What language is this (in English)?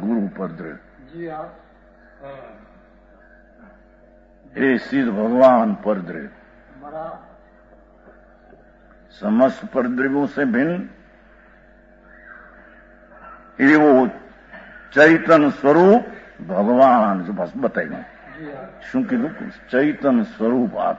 Gujarati